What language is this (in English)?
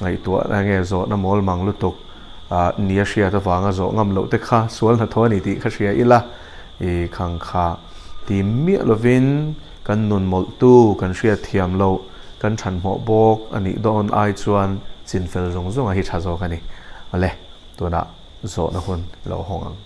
Mizo